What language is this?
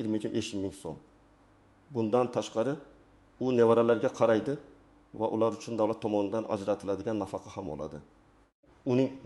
Uzbek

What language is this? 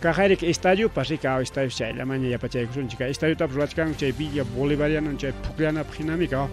Ayacucho Quechua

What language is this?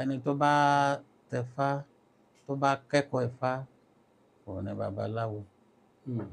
Yoruba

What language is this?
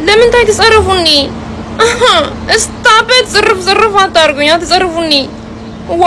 Tigrinya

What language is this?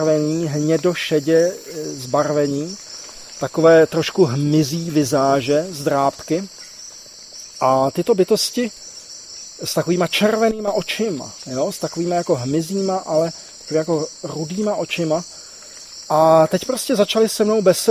Czech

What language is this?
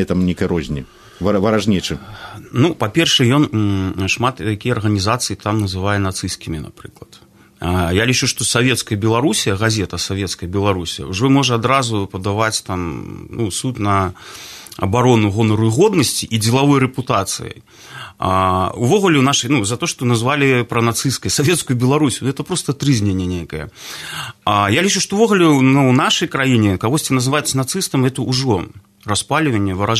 Belarusian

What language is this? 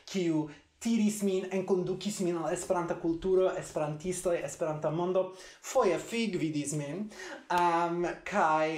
Esperanto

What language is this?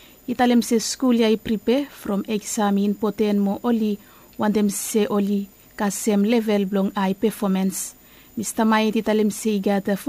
Bislama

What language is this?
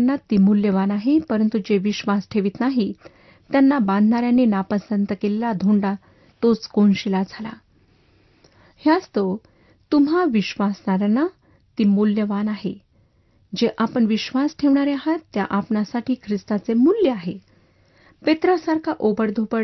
Marathi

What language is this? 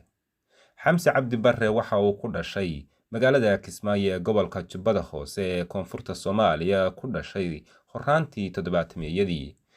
Somali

